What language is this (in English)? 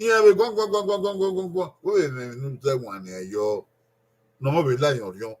Bini